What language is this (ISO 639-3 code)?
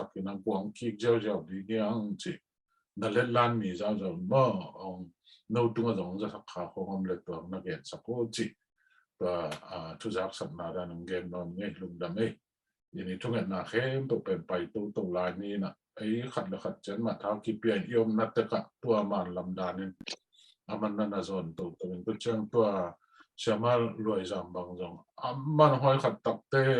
ctd